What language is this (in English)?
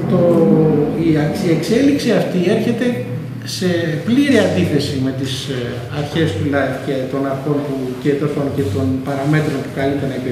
Greek